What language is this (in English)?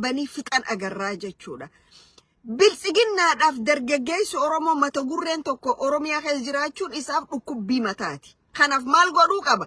Oromo